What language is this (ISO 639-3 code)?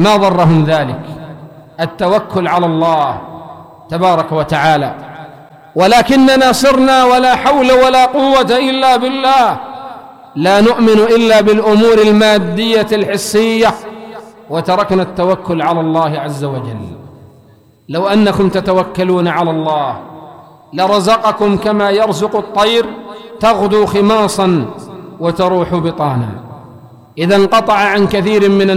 ara